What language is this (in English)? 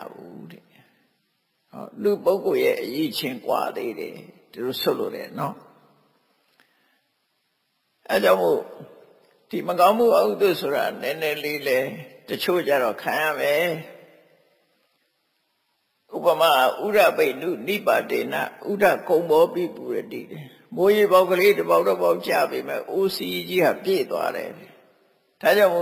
Burmese